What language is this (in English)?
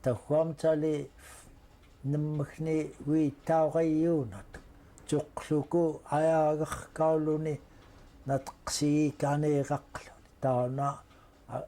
Central Yupik